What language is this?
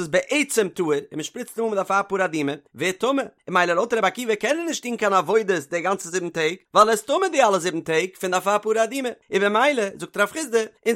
Yiddish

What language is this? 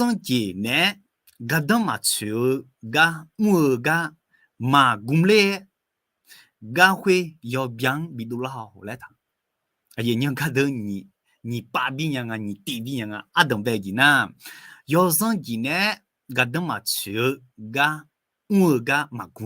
Akha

